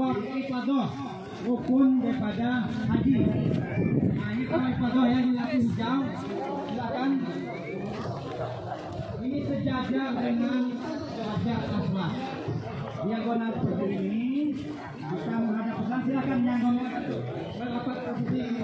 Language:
Indonesian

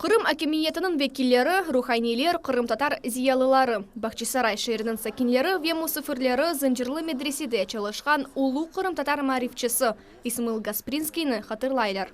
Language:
Crimean Tatar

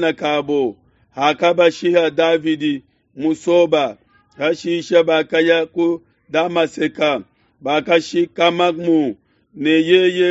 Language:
Luba-Lulua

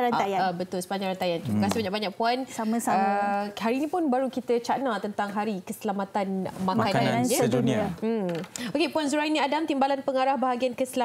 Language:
Malay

